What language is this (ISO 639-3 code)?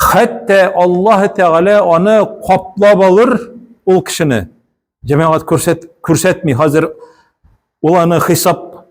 tat